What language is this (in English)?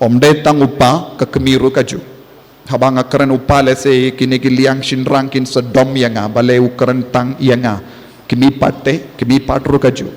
Khasi